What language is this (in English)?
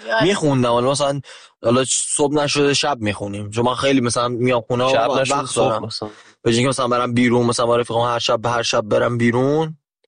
Persian